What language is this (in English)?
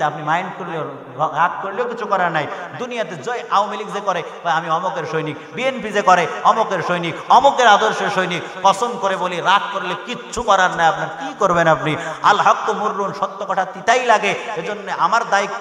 Bangla